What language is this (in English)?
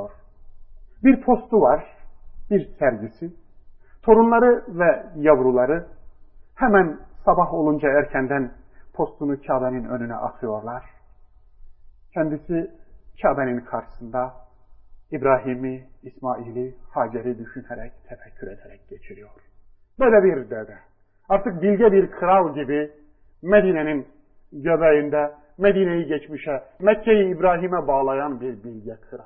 Turkish